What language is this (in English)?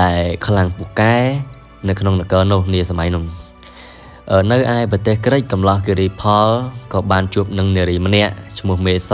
Khmer